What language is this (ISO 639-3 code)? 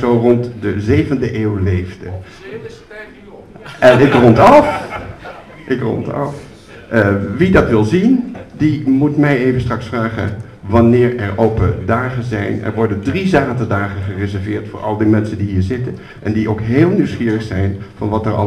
nld